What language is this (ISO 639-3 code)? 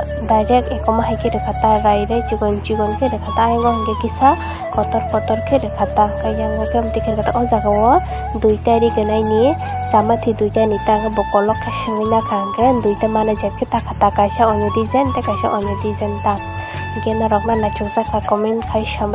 trp